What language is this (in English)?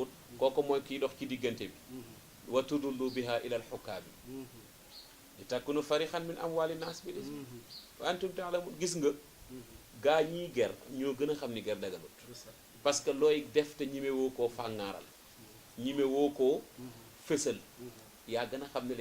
Wolof